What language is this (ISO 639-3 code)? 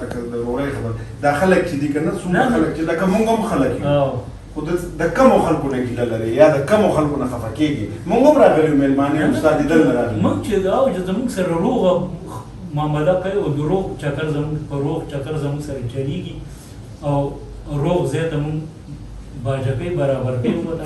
pus